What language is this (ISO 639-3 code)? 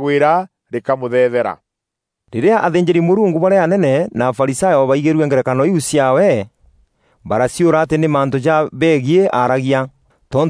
mer